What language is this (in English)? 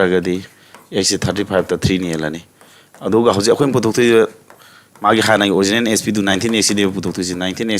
Manipuri